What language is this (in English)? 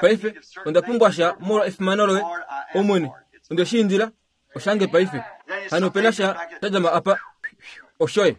Kuanyama